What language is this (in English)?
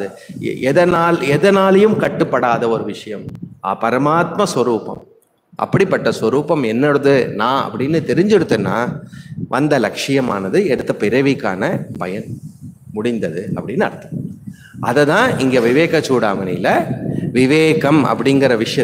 Tamil